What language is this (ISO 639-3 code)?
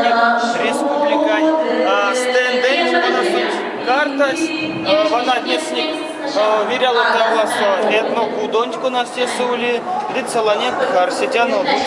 myv